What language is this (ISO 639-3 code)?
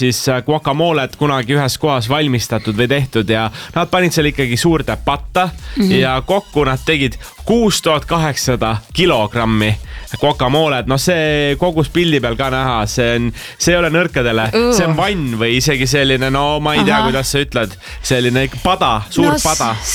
est